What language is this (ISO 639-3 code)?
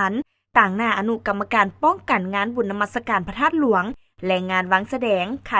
lao